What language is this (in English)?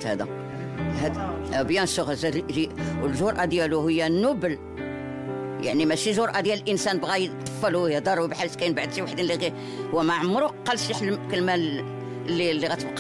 Moroccan Arabic